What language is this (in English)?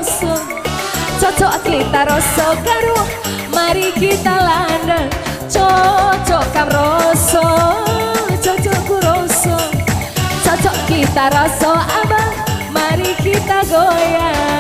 Batak Karo